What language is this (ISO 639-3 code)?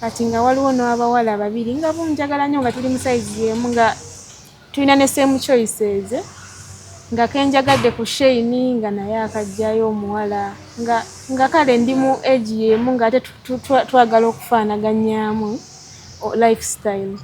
lug